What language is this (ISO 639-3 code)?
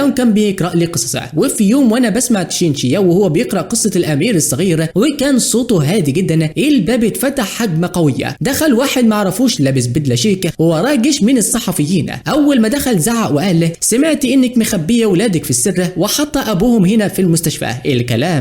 arz